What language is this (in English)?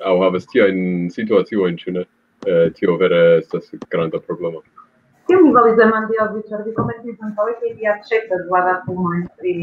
Esperanto